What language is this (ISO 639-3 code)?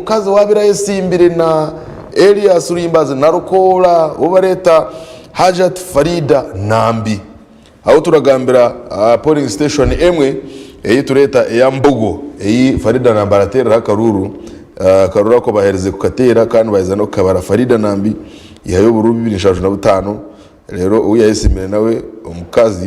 nyn